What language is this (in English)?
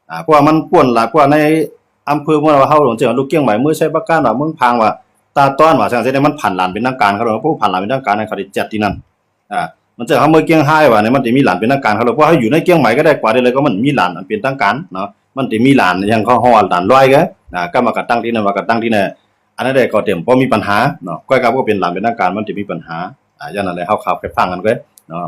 Shan